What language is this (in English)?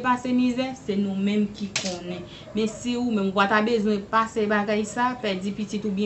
Haitian Creole